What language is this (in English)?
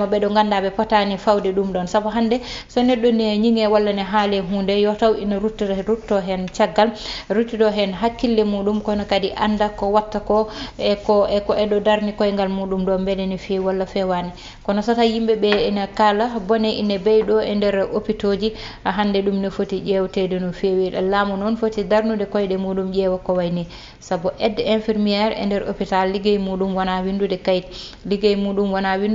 Fula